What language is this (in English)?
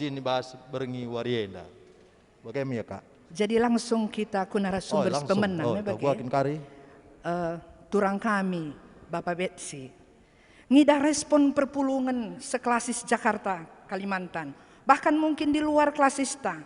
Batak Karo